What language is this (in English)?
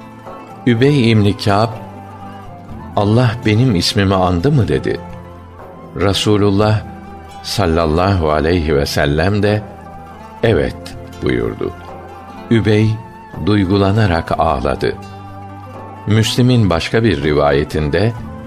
Turkish